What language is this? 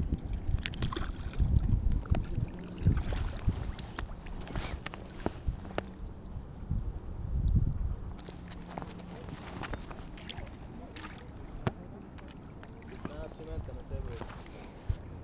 Bulgarian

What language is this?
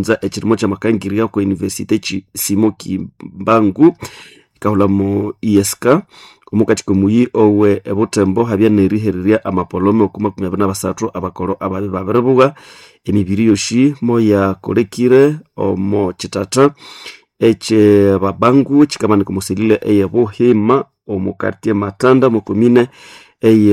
Nande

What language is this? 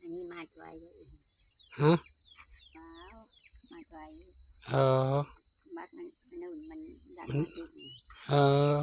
Northeastern Thai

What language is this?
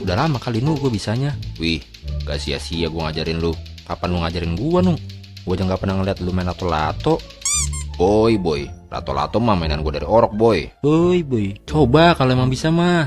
Betawi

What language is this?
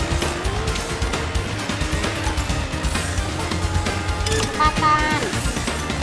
Indonesian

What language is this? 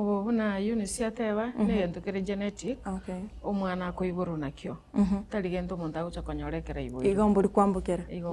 Gusii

